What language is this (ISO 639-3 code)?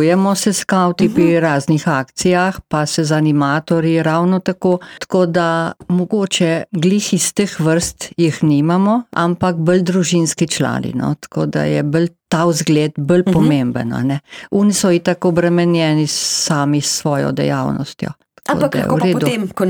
slv